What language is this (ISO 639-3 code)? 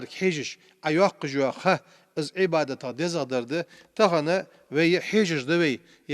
inh